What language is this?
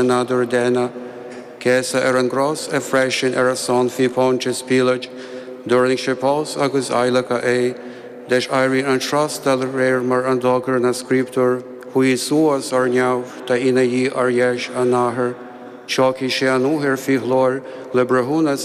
Irish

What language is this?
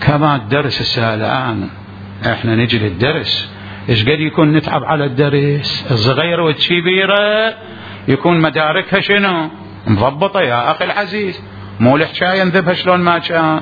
Mesopotamian Arabic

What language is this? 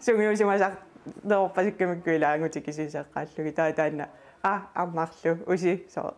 Kalaallisut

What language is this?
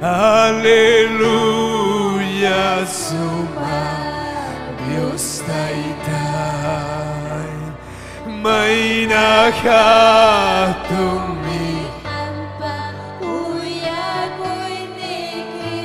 Ayacucho Quechua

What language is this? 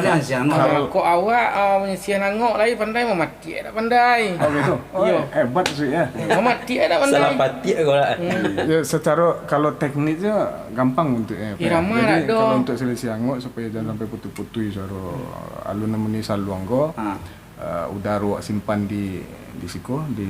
Minangkabau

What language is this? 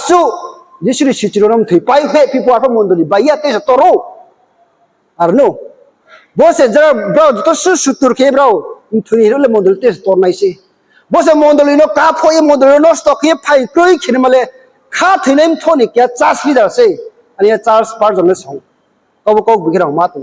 Riang (India)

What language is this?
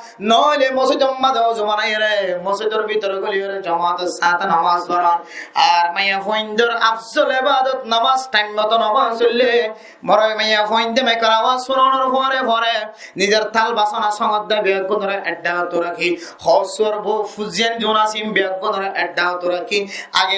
Rohingya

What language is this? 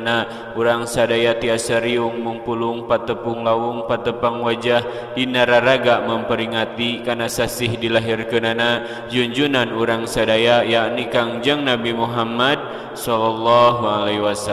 Sundanese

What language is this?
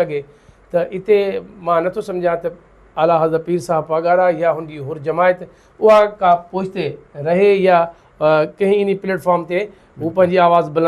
Sindhi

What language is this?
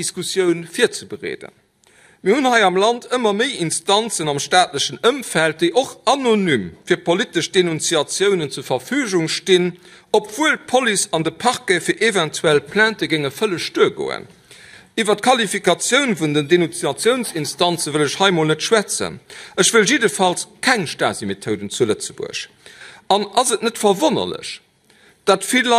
Luxembourgish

